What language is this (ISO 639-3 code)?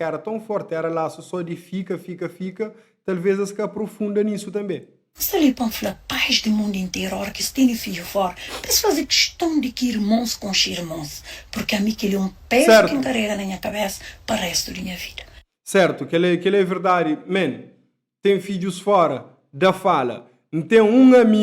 kea